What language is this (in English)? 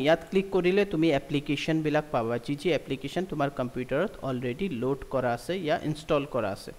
Assamese